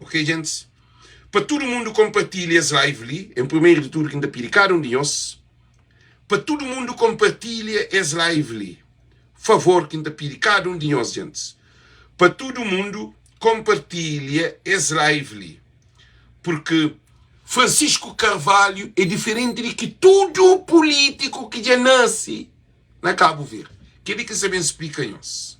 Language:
Kabuverdianu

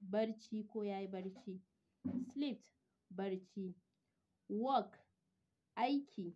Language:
Hausa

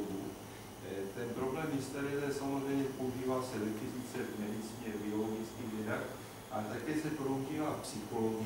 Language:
Czech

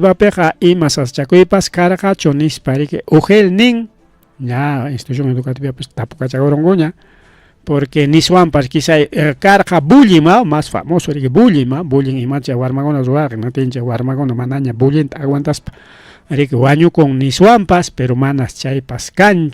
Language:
Ayacucho Quechua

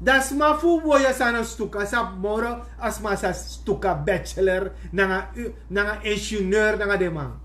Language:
Sranan Tongo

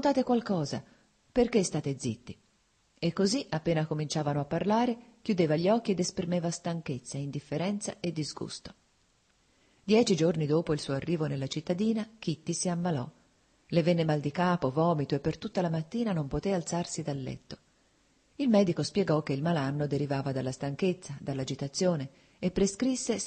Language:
Italian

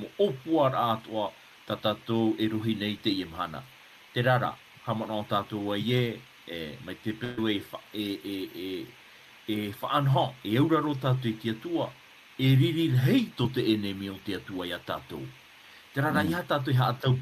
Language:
Tahitian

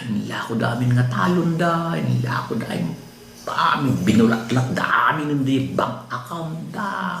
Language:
Iloko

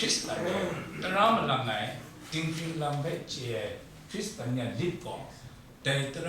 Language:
Kachin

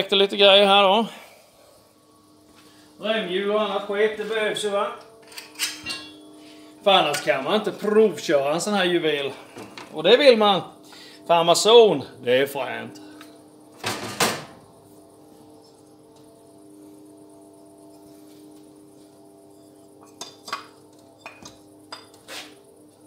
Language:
Swedish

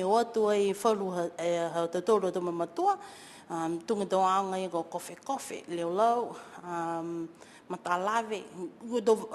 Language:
Niuean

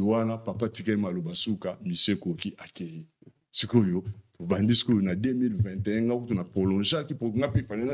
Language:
Lingala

